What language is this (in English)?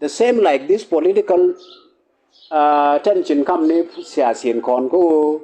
Nuer